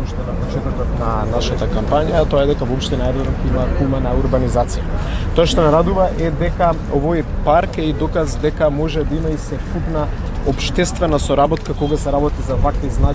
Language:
Macedonian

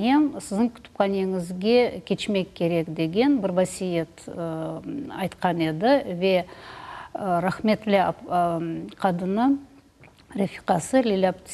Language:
Crimean Tatar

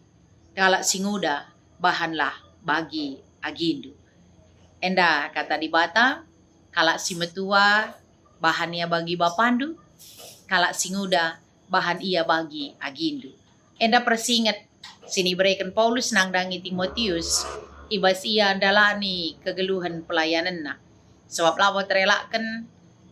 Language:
Batak Karo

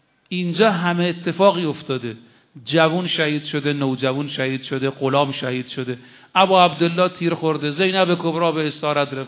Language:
Persian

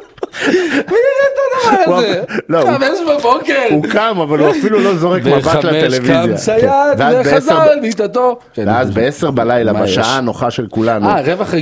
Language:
Hebrew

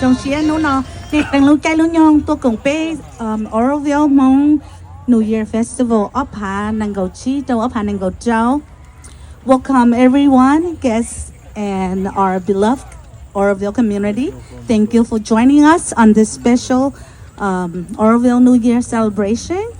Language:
Hmong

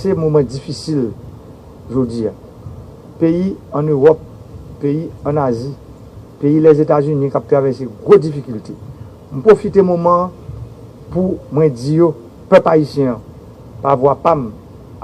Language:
Haitian Creole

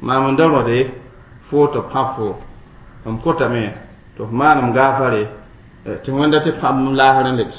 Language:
Mossi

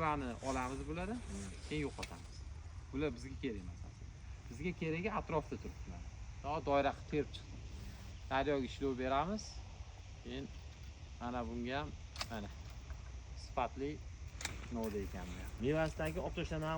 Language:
Uzbek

